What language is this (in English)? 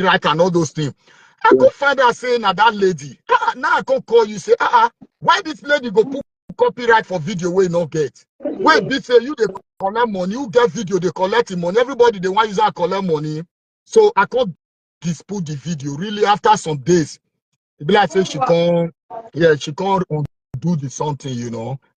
Nigerian Pidgin